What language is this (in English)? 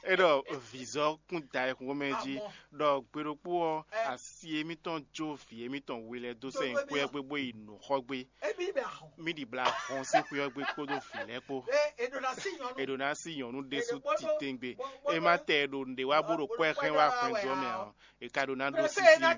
Fon